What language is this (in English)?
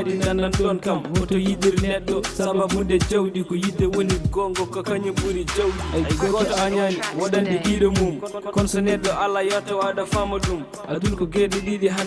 Fula